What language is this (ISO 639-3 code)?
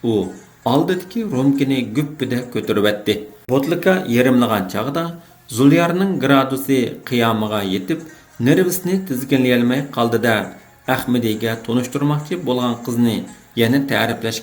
uig